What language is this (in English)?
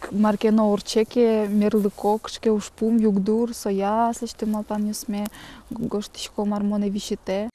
Udmurt